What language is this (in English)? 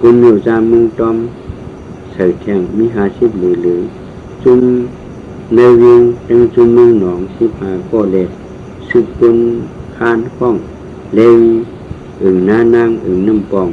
Shan